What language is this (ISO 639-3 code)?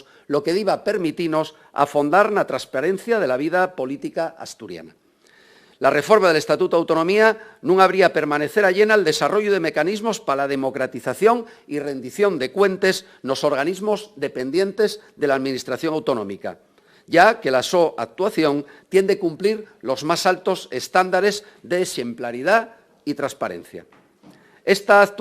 ast